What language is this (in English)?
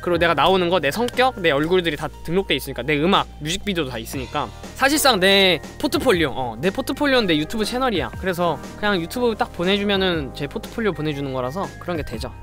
Korean